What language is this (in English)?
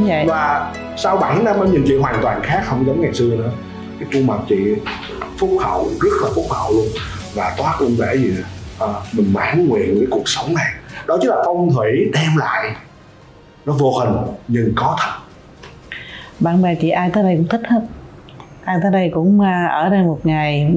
Vietnamese